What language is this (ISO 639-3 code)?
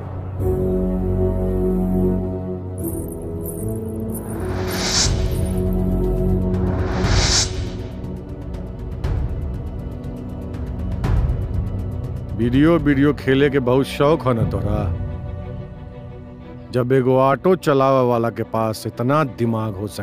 bho